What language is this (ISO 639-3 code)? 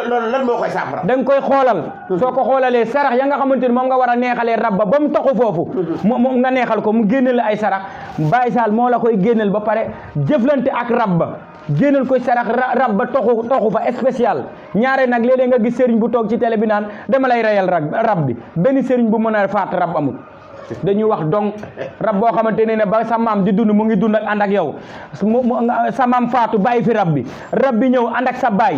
wol